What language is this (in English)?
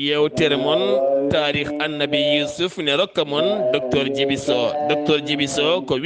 Fula